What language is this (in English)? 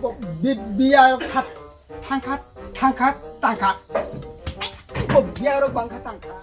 Kok Borok